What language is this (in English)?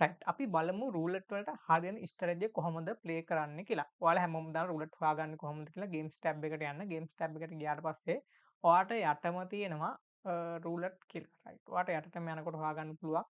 Sinhala